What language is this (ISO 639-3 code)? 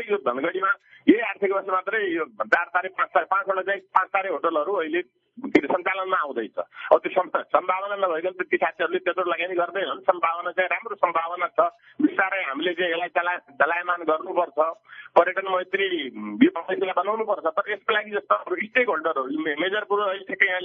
nep